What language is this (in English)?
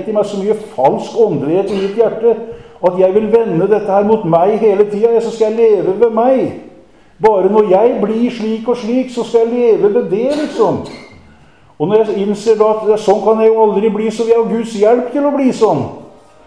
Norwegian